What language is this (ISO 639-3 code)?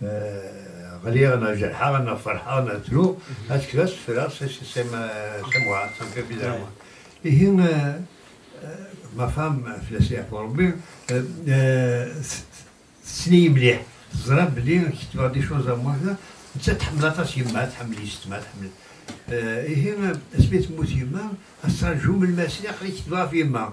kab